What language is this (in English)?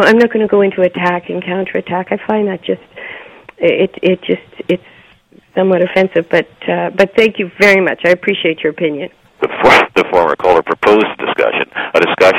English